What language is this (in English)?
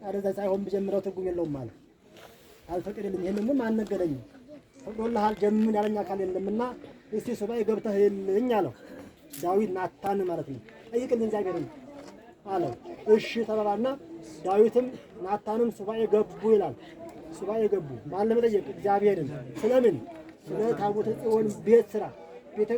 Amharic